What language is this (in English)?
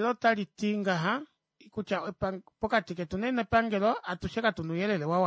Kuanyama